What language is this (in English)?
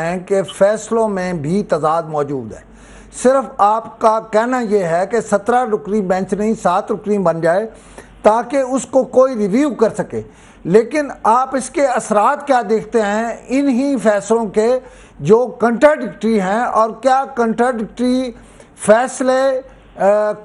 Urdu